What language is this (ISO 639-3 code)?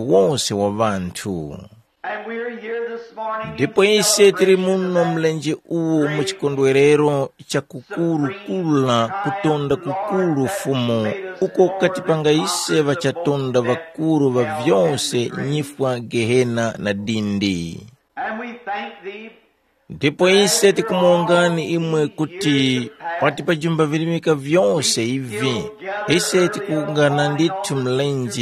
tum